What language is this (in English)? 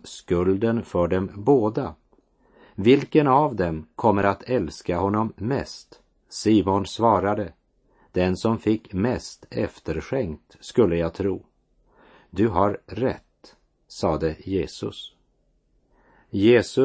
Swedish